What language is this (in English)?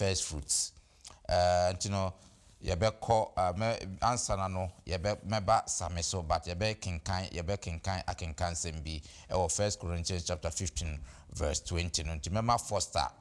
Akan